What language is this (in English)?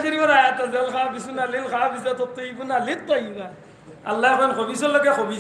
Sylheti